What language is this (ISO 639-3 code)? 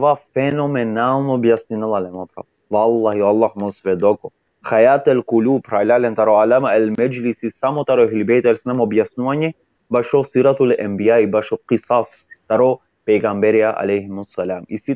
rmn